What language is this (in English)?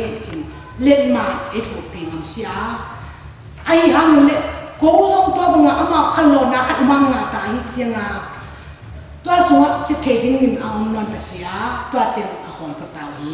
Tedim Chin